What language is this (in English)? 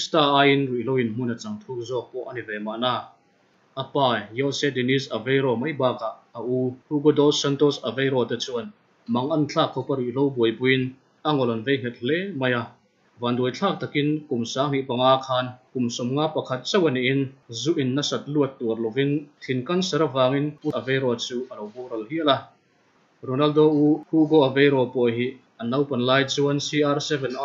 Mizo